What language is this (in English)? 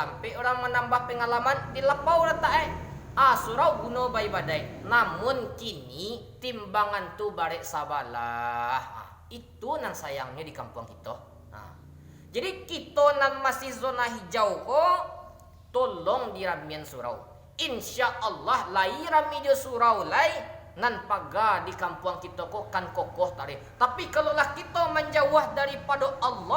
Minangkabau